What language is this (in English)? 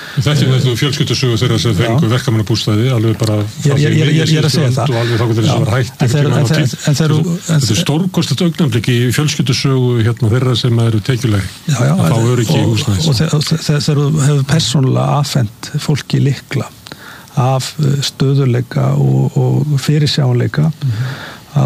Icelandic